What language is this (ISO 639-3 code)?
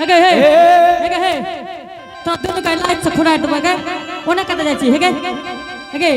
anp